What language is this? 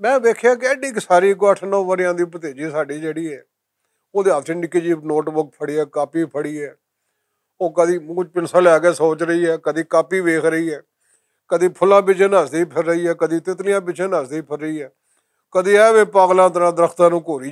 Western Panjabi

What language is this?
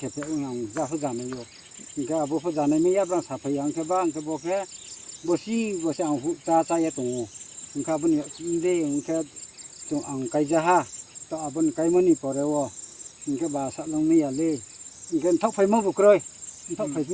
Riang (India)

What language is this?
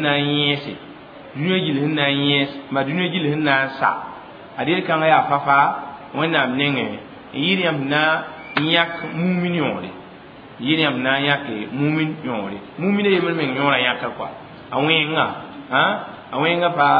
Mossi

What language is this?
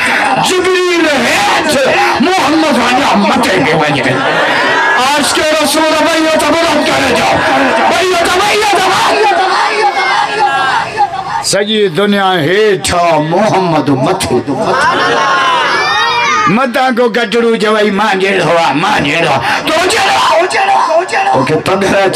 Sindhi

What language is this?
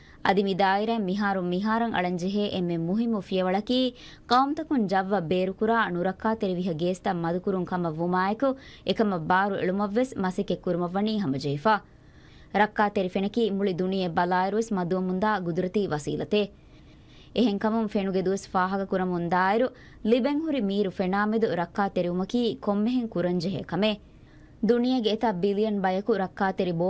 Divehi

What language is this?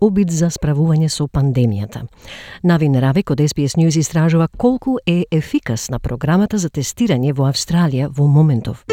Macedonian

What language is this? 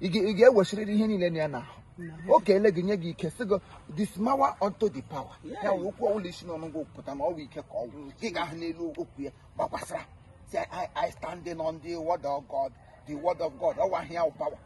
Igbo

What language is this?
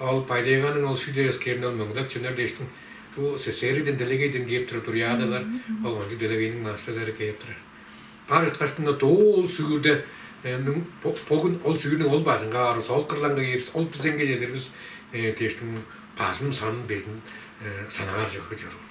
Tuvinian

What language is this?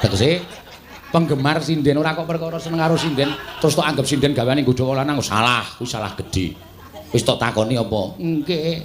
Javanese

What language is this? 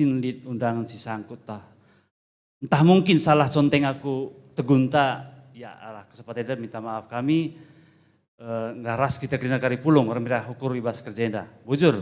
Batak Karo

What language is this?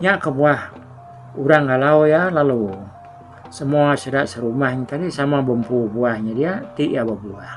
Iban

